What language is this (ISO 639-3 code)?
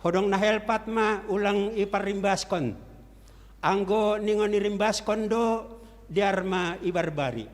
bts